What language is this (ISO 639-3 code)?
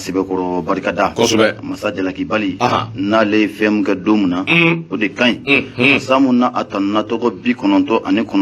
bam